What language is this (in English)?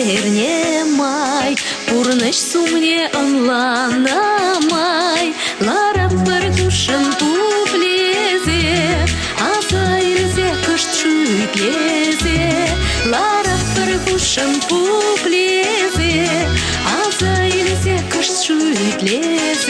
Chuvash